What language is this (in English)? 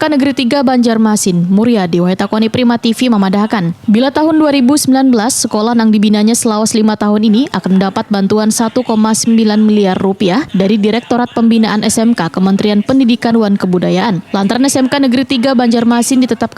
Banjar